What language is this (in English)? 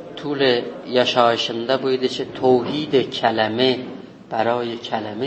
South Azerbaijani